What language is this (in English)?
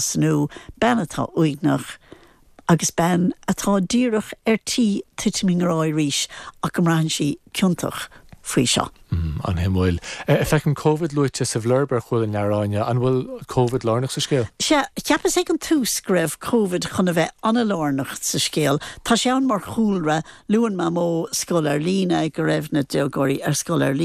Irish